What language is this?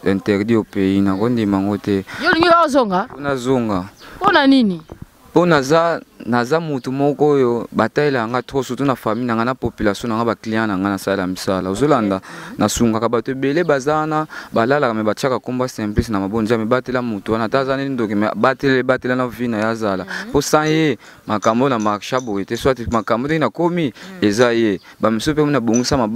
Lingala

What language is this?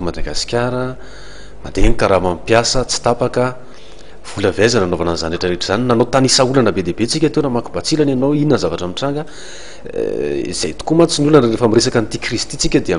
Malagasy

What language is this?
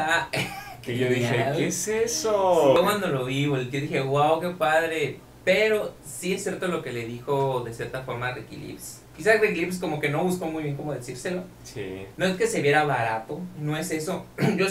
Spanish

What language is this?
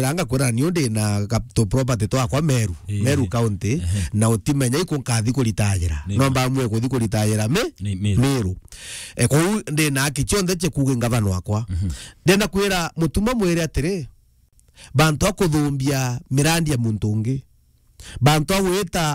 Meru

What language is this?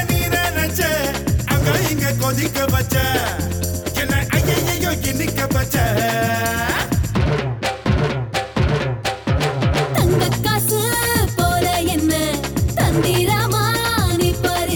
Tamil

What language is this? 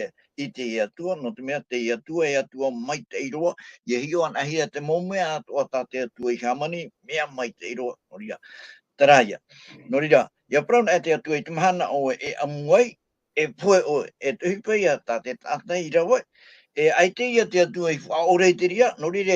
Tahitian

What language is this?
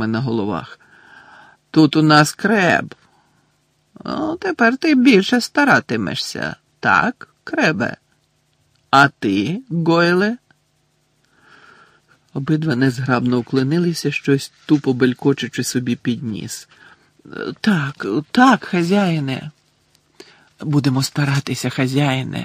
Ukrainian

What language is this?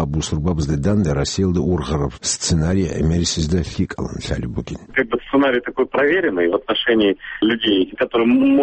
Avaric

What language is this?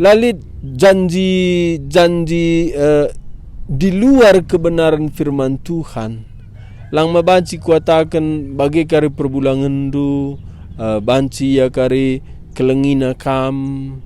Batak Karo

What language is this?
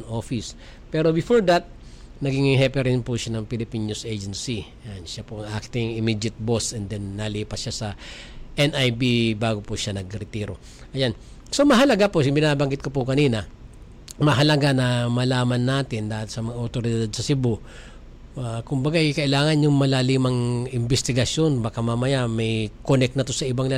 Filipino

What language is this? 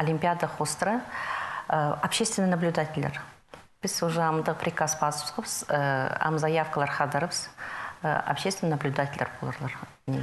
Khakas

